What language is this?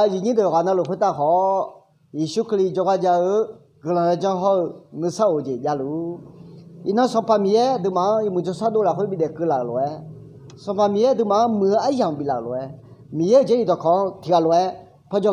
Akha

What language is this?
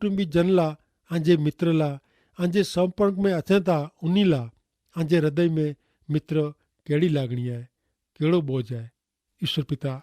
Kachhi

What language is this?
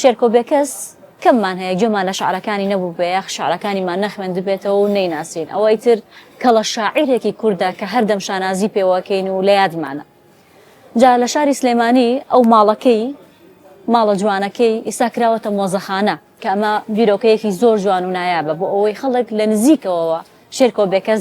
Central Kurdish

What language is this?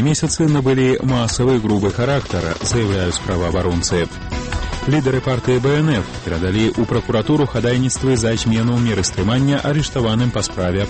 Belarusian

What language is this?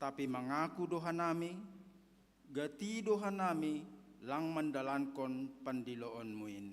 Batak Simalungun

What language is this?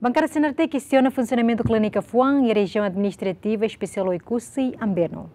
Tetum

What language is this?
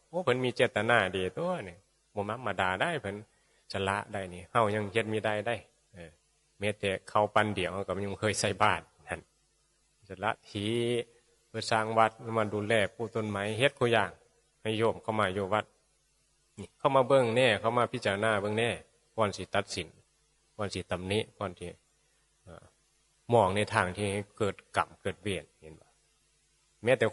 Northeastern Thai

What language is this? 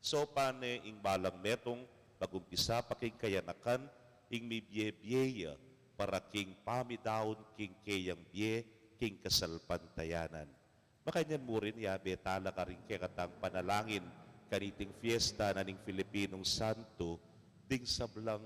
Pampanga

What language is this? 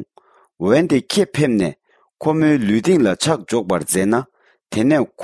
Tibetan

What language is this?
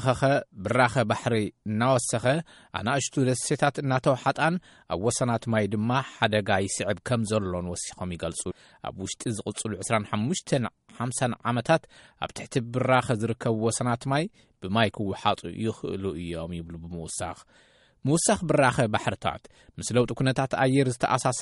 Tigrinya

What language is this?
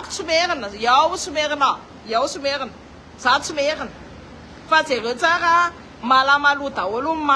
Malagasy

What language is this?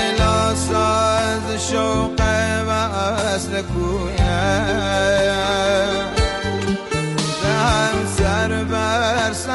Persian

